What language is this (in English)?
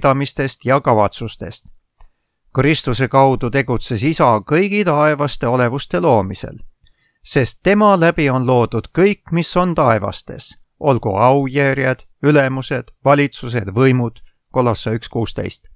Estonian